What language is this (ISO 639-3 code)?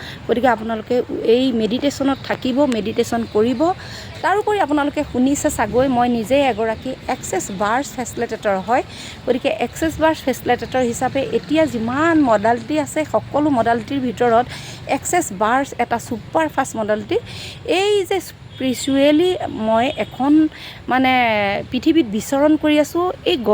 asm